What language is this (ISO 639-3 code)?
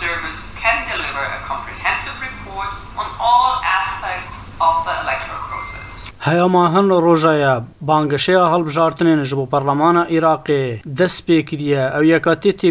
kur